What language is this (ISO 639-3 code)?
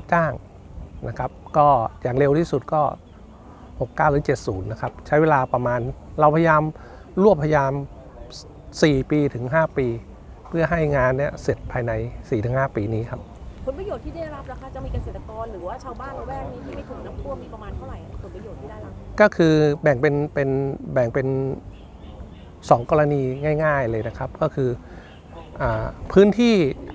tha